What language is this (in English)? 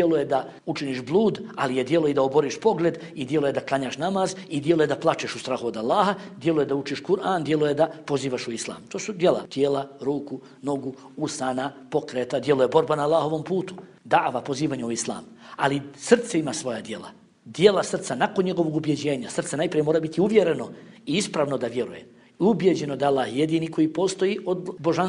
Bosnian